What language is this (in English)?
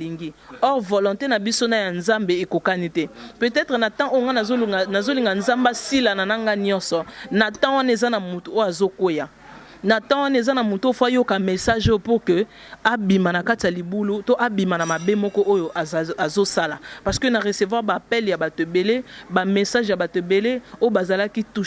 Lingala